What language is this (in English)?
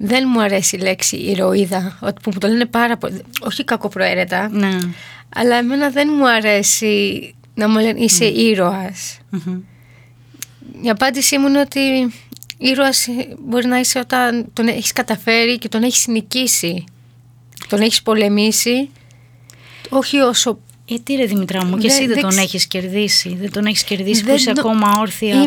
Greek